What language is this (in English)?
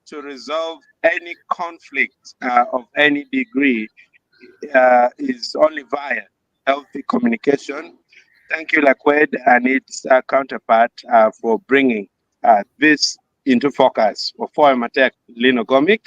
Acoli